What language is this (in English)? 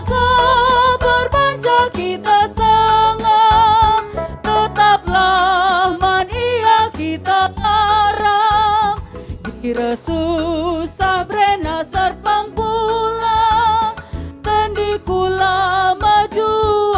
Batak Karo